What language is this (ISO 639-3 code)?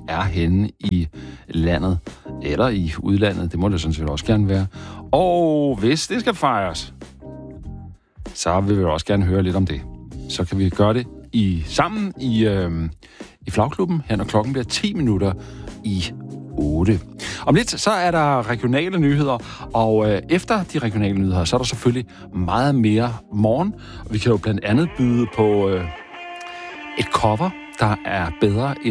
dan